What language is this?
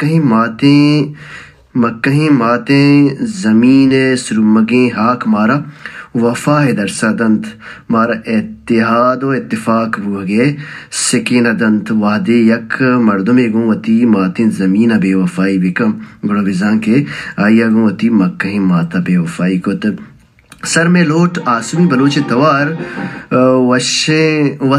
Baluchi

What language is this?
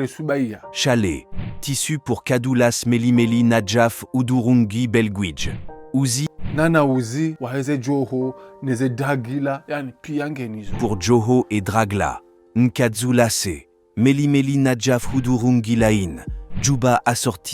Ngazidja Comorian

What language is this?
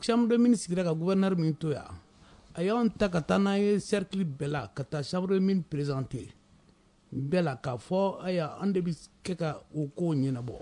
Bambara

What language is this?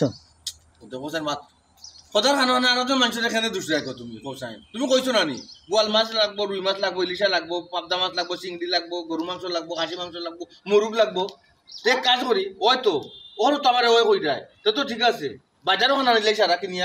Sylheti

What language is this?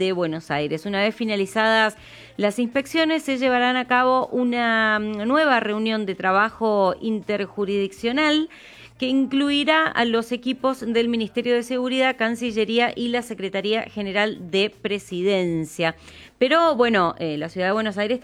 Spanish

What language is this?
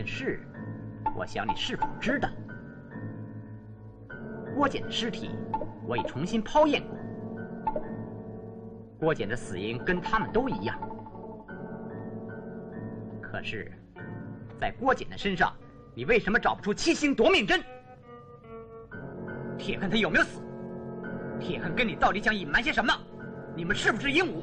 Chinese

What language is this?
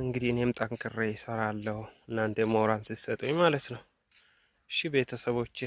Amharic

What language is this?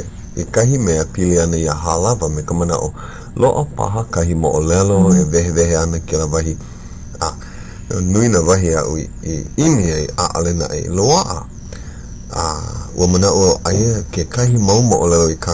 Hawaiian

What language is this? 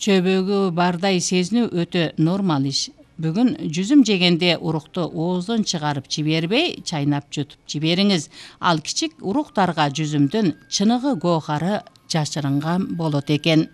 Kyrgyz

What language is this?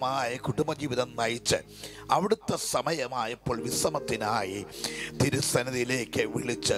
Malayalam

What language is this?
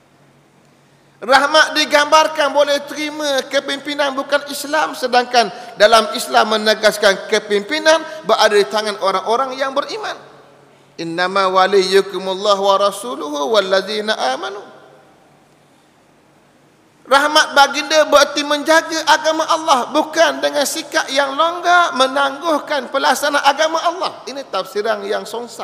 Malay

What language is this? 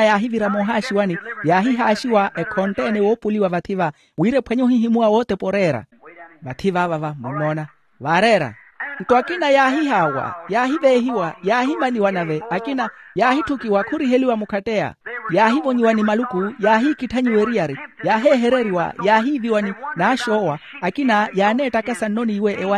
Makhuwa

